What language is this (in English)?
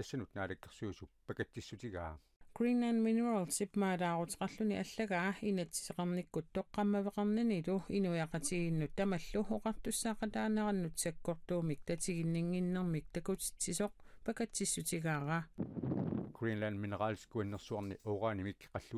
Kalaallisut